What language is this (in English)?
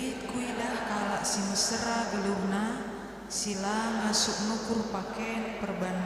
Batak Karo